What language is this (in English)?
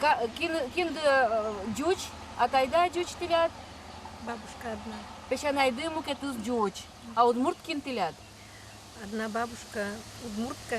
Udmurt